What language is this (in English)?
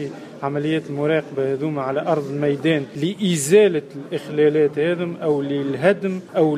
Tunisian Arabic